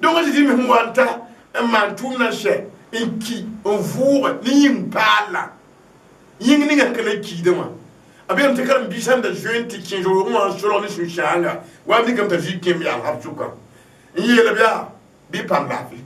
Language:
Mossi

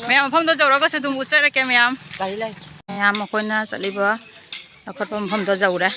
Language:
Manipuri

